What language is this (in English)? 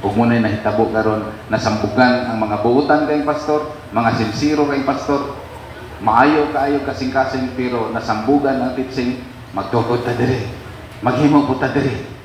Cebuano